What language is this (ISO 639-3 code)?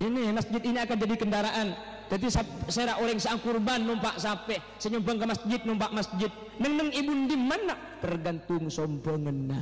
mad